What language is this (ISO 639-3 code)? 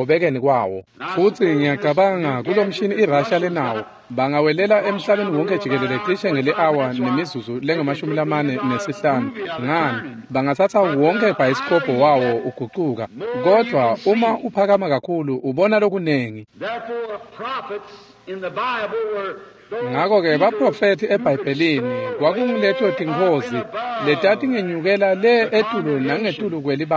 ssw